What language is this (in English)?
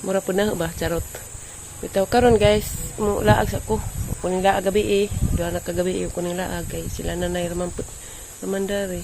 Cebuano